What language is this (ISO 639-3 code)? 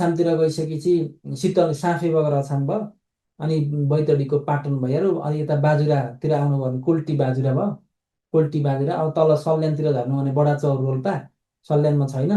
nep